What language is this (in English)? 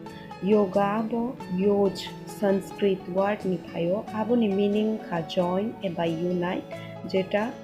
Kok Borok